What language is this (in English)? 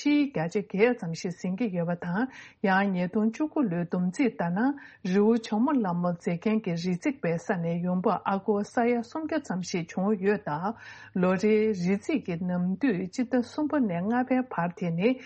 Tibetan